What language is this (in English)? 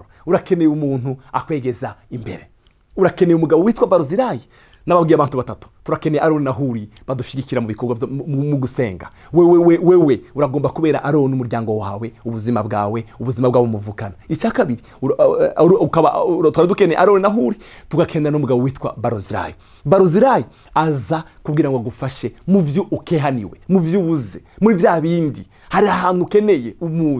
Rundi